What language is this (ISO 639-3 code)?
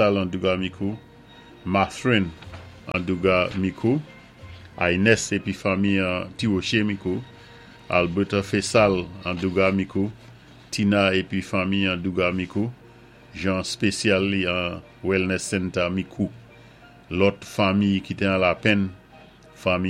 acf